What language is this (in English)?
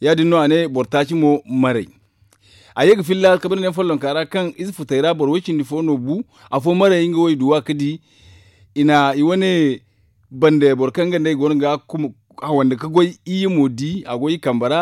Zarma